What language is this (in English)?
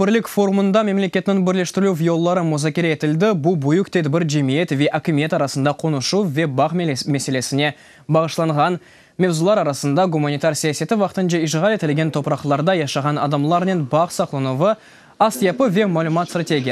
Crimean Tatar